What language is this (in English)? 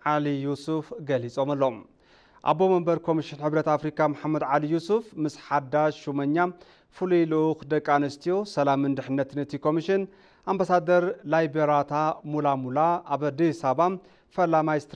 Tigrinya